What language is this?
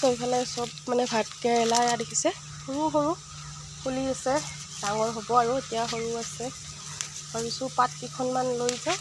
Assamese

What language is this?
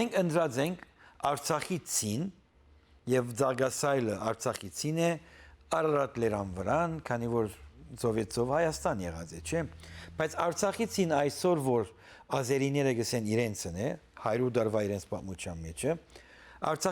Western Armenian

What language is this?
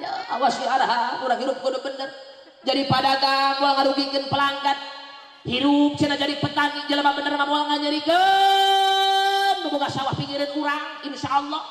Sundanese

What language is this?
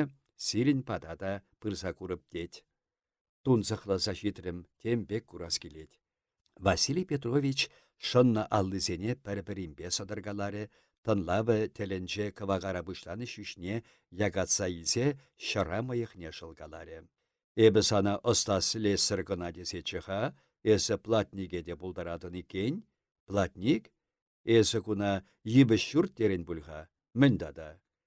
Chuvash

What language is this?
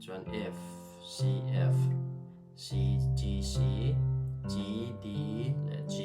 Mizo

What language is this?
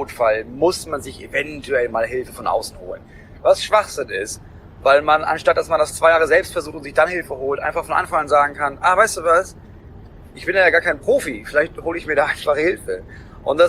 German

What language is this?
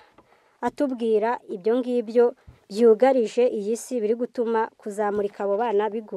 Kinyarwanda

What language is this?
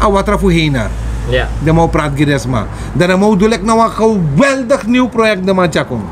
Sranan Tongo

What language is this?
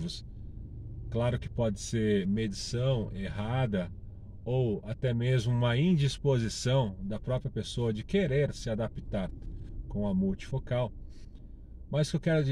Portuguese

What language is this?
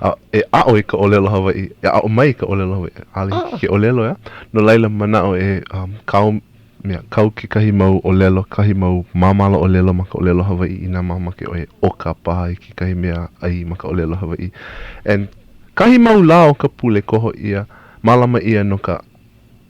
Hawaiian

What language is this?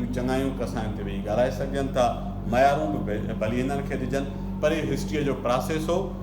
Sindhi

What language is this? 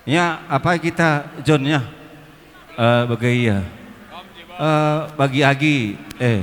Batak Karo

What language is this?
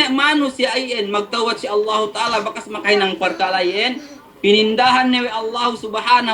Yakan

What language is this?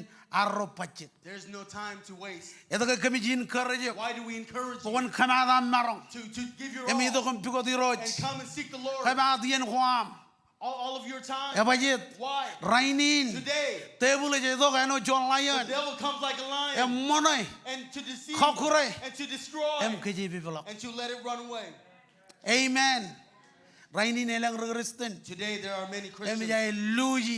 Marshallese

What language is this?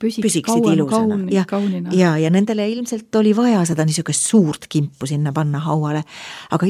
Estonian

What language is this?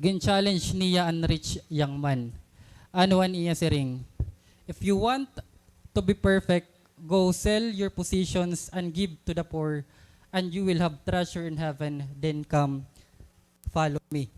Waray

